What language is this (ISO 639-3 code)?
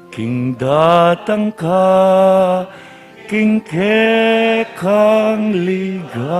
pam